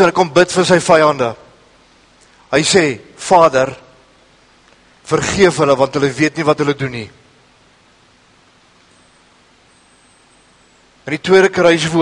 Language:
Afrikaans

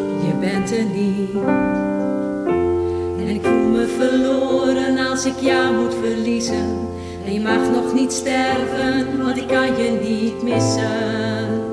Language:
Dutch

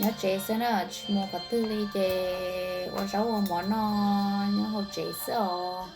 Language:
Hmong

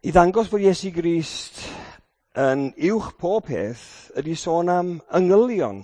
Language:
Welsh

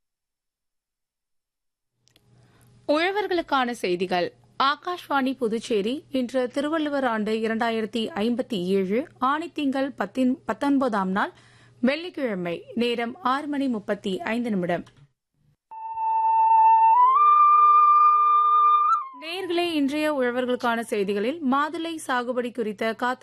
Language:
Tamil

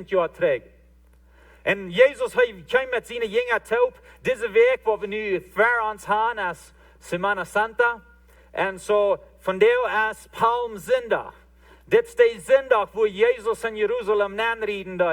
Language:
Plautdietsch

